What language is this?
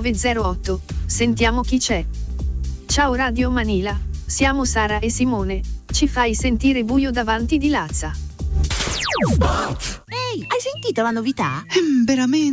Italian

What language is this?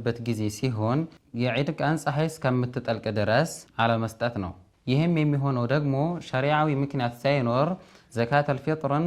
Amharic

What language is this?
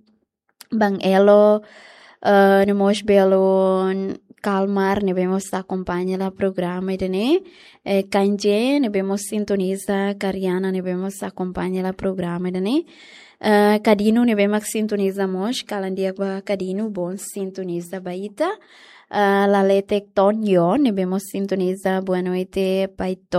Tetum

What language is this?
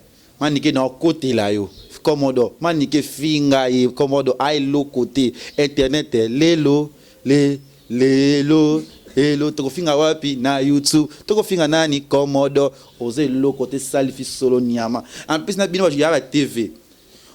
Lingala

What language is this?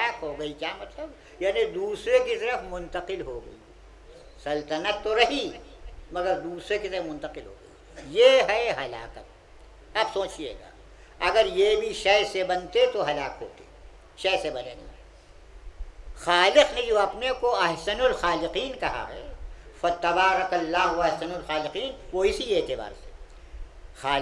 Urdu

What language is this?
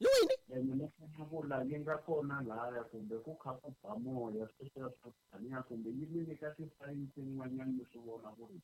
Tsonga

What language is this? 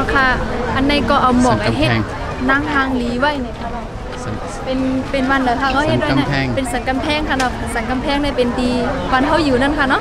Shan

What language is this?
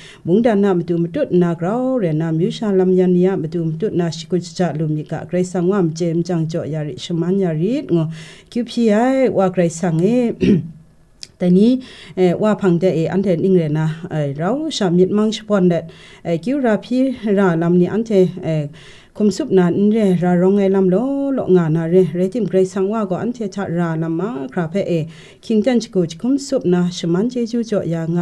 Kachin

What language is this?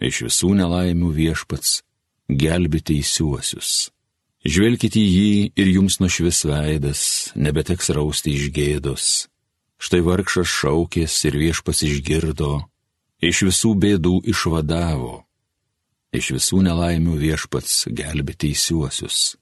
Lithuanian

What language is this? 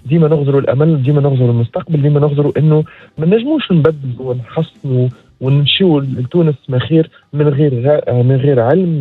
Tunisian Arabic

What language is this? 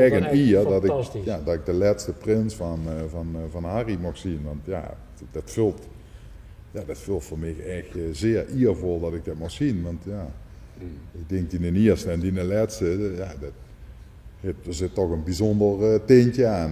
Limburgish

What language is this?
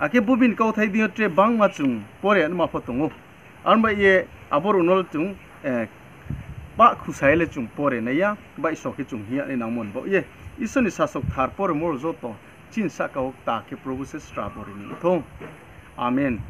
Riang (India)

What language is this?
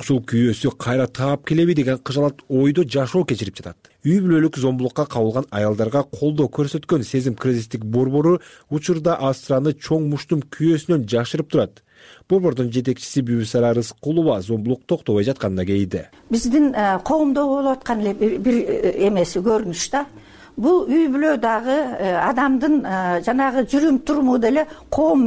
Kyrgyz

